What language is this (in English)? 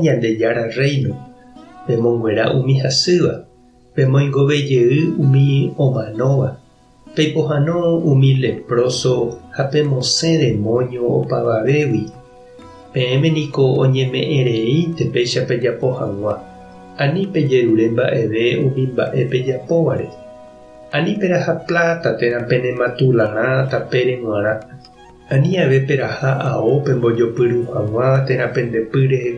Guarani